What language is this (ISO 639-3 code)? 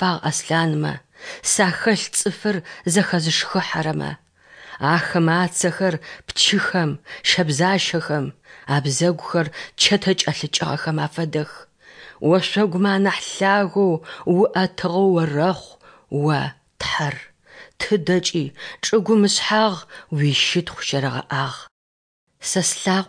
ady